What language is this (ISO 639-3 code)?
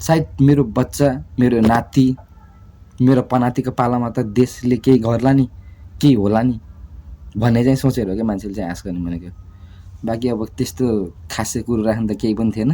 nep